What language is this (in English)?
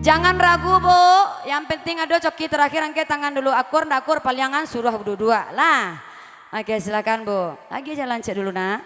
Minangkabau